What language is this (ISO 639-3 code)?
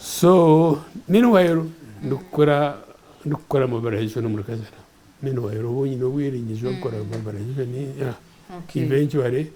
nyn